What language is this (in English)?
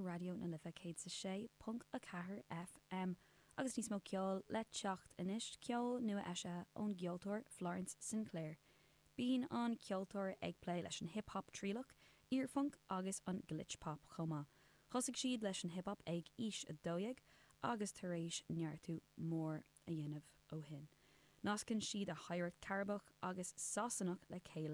Irish